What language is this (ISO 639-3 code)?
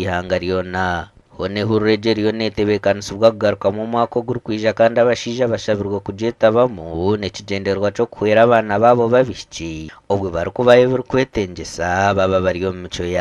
nyn